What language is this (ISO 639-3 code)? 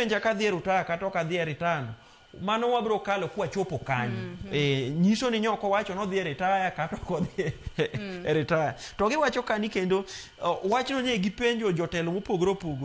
luo